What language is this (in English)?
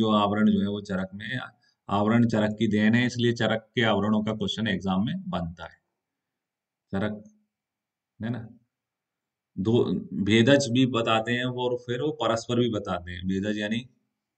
Hindi